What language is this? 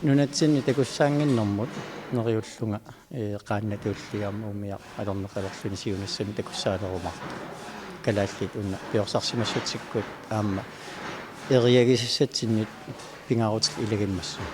Kalaallisut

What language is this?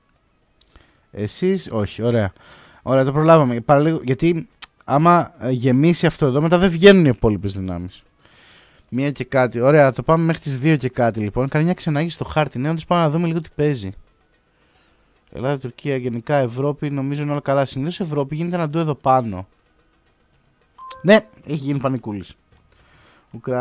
Greek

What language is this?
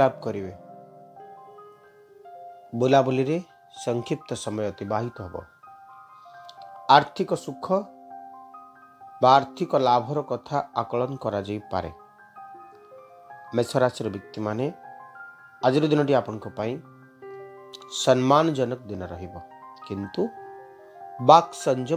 Odia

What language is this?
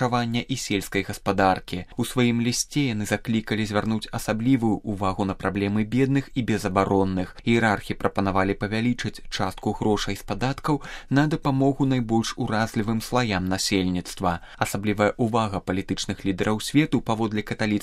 Belarusian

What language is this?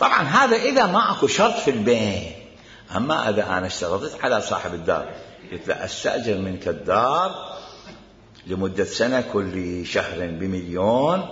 Mesopotamian Arabic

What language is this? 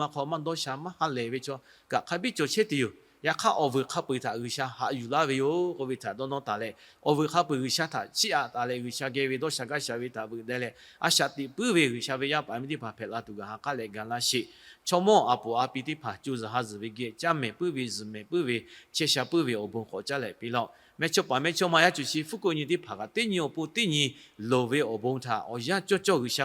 Lahu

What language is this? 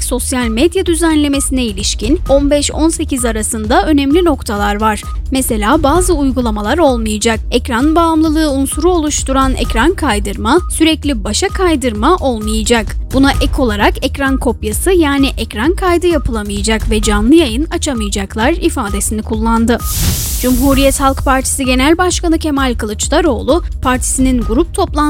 Turkish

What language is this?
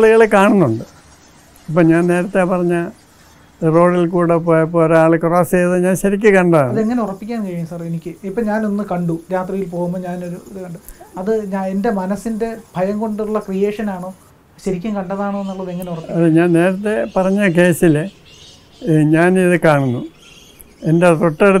Malayalam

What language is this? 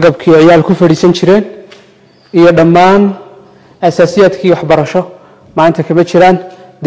Somali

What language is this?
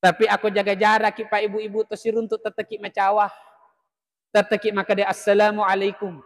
Buginese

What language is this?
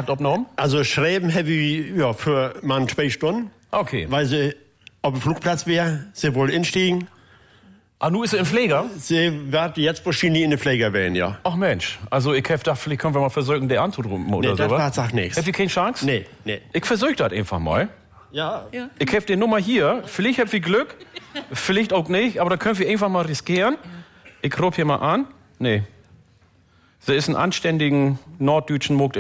German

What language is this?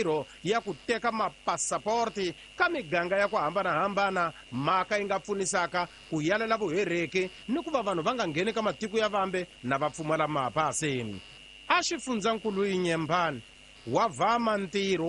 Tsonga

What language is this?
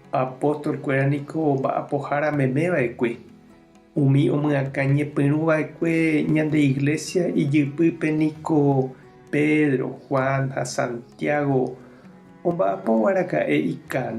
Guarani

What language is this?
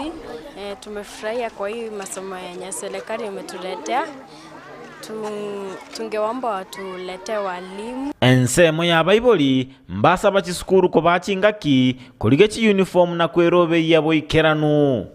Gusii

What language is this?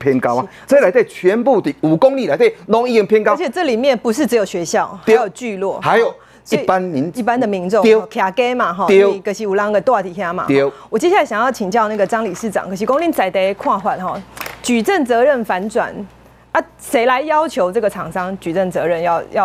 Chinese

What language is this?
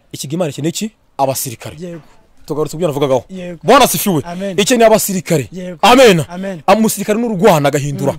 Kinyarwanda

